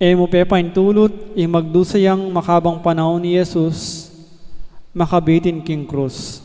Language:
Pampanga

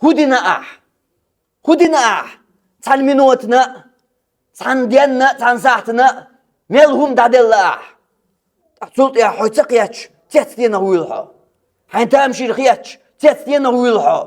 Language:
Chechen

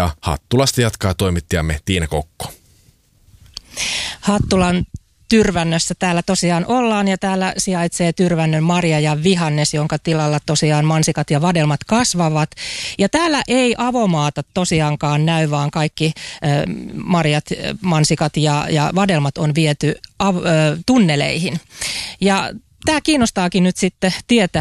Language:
Finnish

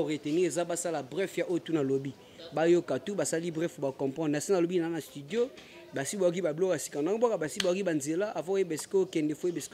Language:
Lingala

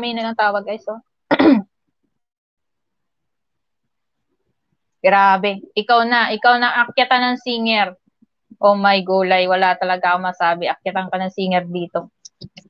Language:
Filipino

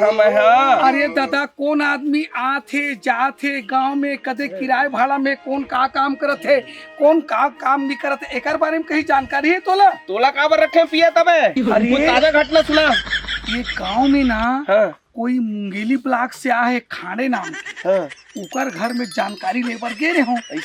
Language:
Chhattisgarhi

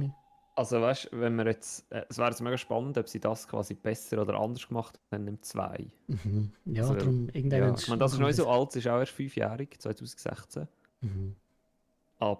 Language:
Swiss German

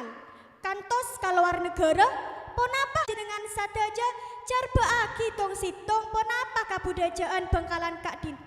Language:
Madurese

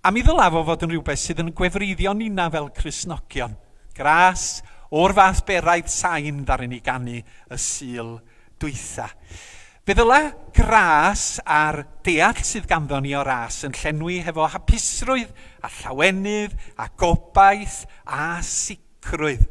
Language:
Welsh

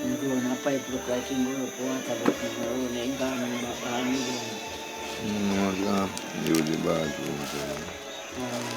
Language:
Jamaican Creole English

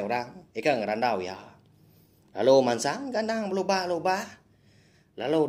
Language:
Iban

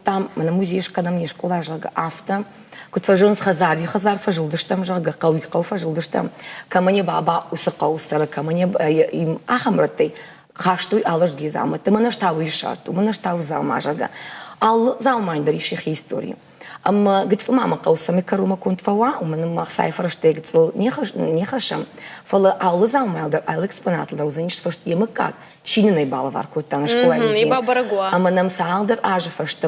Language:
Ossetic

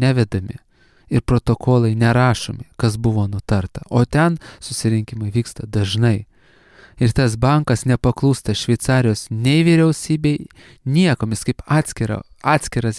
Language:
Lithuanian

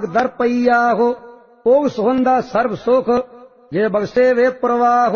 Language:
Punjabi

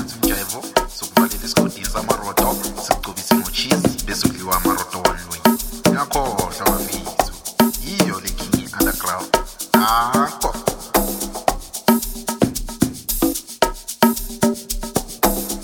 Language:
Zulu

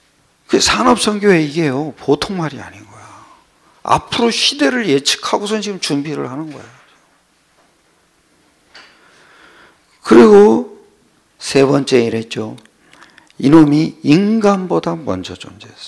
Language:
Korean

